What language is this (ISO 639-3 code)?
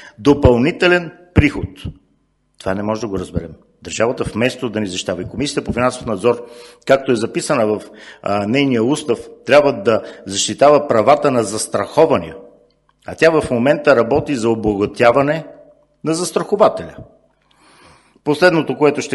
bul